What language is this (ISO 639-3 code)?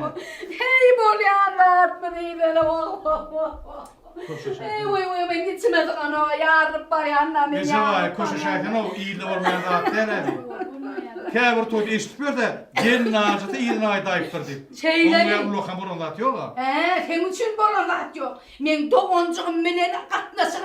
tuk